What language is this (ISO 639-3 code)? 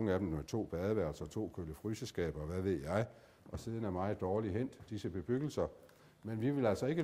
dan